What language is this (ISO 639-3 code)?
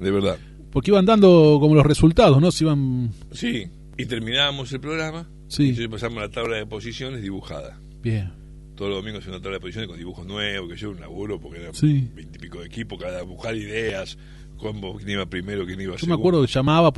spa